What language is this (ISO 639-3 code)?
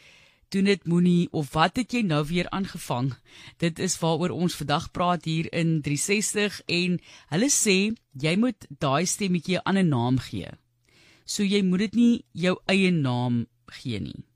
afr